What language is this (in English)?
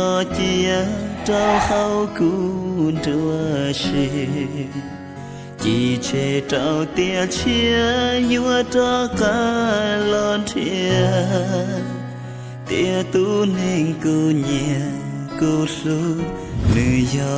Hmong